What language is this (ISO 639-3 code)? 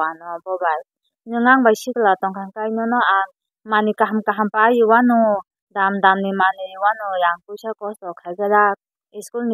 trp